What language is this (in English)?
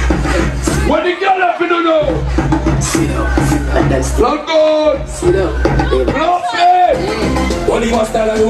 Jamaican Creole English